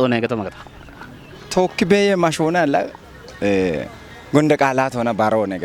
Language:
Kafa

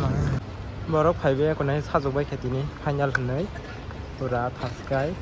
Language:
Kok Borok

